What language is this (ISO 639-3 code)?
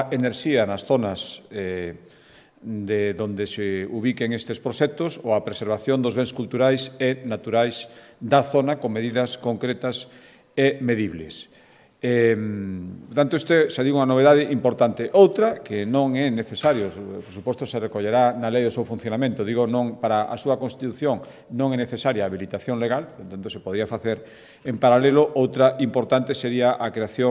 glg